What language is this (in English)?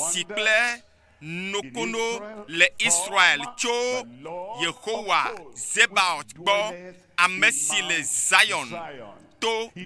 Ewe